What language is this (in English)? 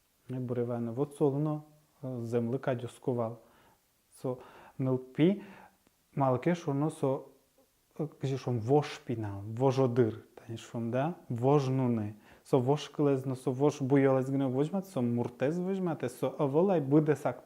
Udmurt